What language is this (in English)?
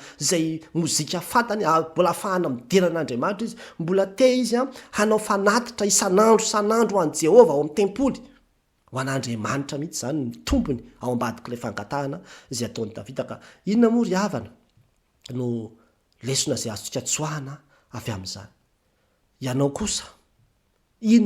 Malagasy